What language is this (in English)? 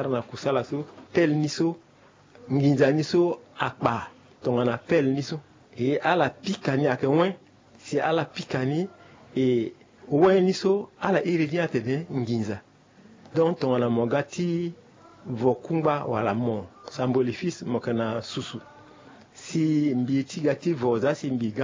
Sango